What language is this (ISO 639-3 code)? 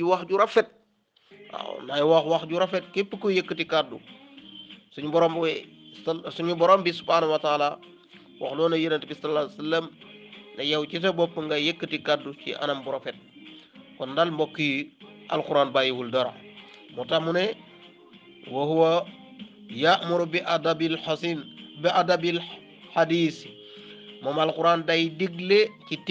wol